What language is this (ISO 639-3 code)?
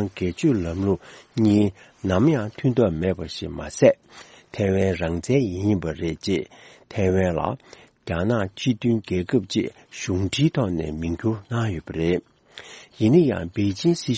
bod